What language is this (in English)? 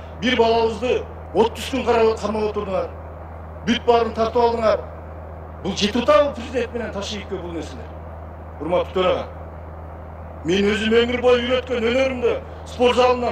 Kyrgyz